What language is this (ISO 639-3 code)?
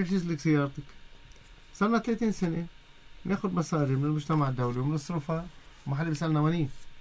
apc